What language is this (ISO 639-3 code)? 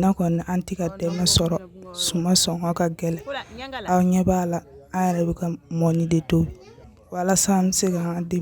bam